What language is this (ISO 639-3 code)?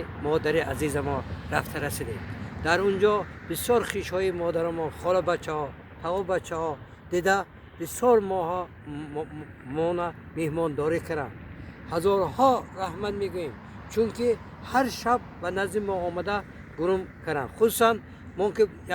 tgk